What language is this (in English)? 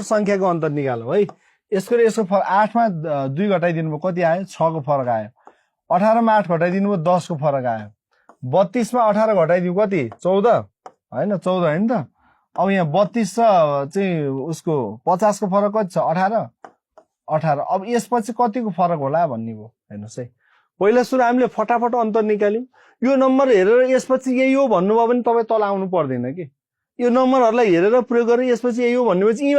Nepali